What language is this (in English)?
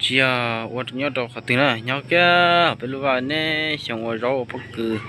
Hmong